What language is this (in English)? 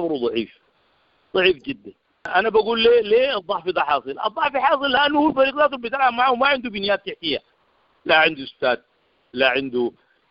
Sudanese Arabic